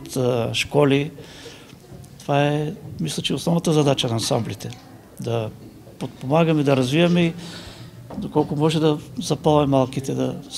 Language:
Bulgarian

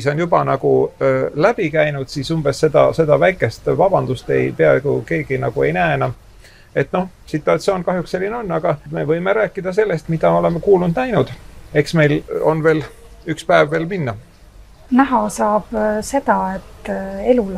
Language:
Estonian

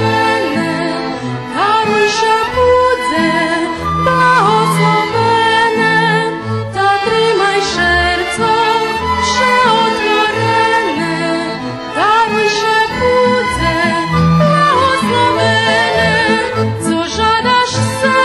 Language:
Rusyn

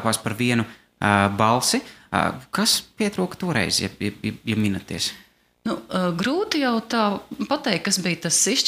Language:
Latvian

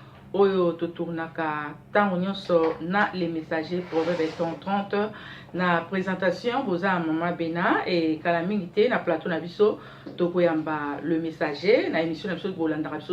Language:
Lingala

